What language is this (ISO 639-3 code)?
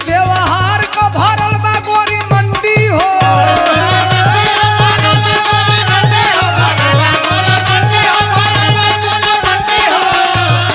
bho